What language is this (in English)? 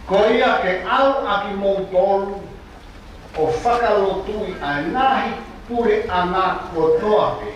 Tongan